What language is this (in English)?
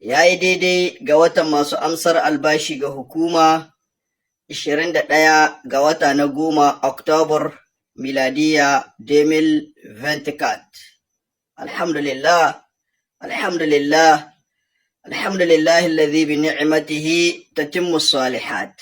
Hausa